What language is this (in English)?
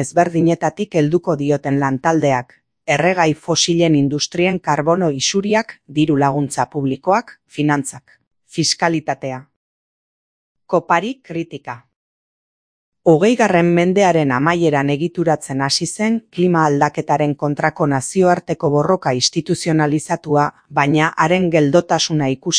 Basque